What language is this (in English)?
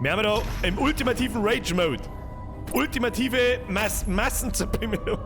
Bavarian